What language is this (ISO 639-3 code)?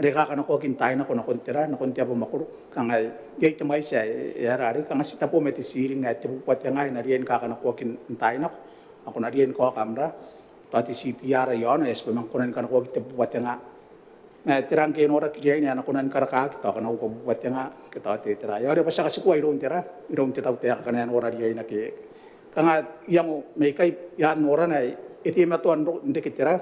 gil